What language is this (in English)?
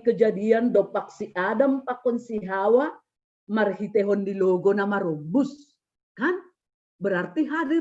Batak Simalungun